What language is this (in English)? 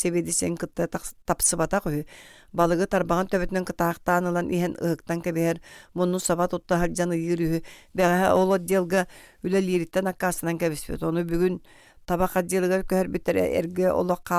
Yakut